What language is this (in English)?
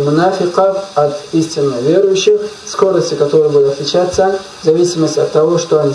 Russian